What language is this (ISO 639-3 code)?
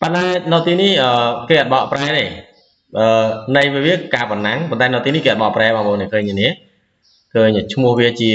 khm